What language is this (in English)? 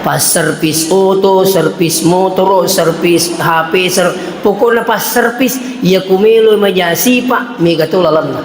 Buginese